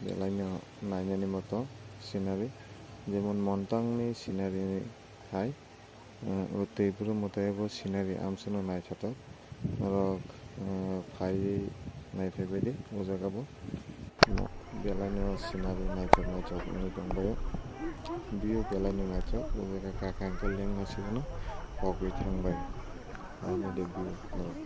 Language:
Kok Borok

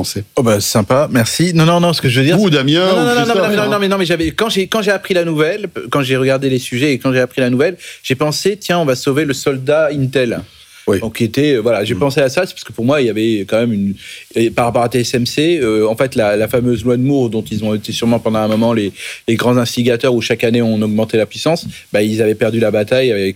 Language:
French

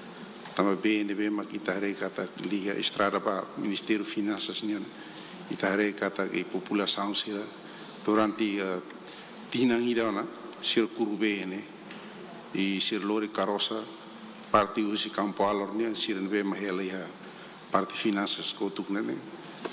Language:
Tetum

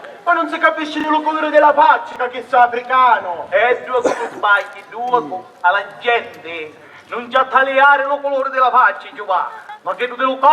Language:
Sicilian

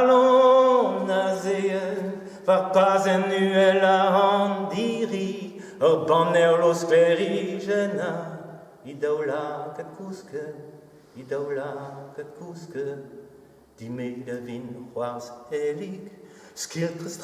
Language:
Breton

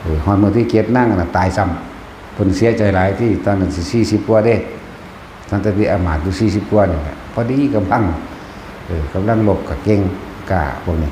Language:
Lao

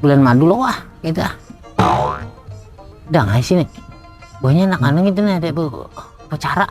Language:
Banjar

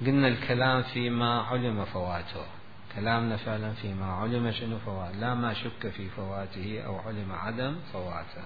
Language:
Mesopotamian Arabic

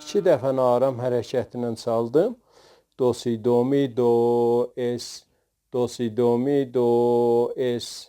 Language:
South Azerbaijani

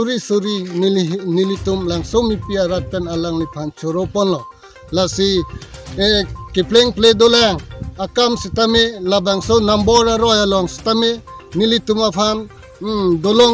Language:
Karbi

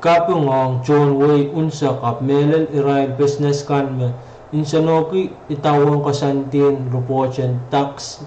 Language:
Pohnpeian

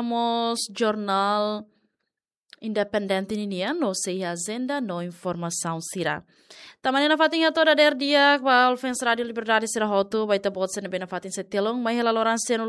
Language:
Tetum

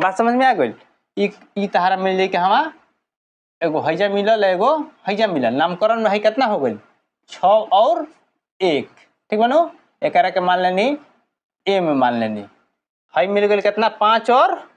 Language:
Bhojpuri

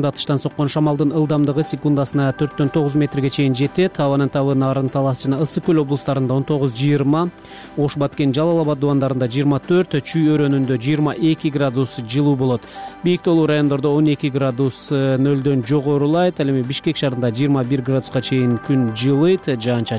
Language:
Kyrgyz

